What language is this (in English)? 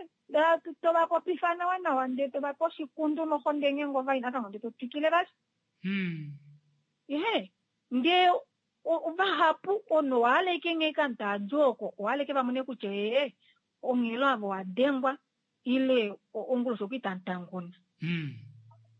Kuanyama